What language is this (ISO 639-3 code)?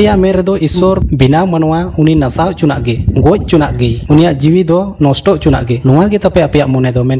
sat